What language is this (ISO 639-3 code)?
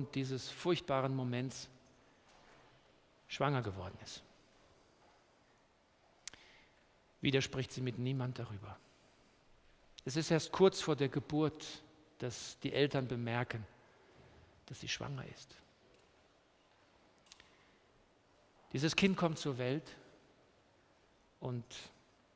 deu